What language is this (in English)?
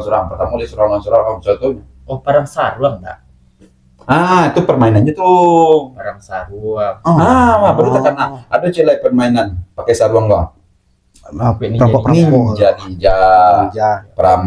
Minangkabau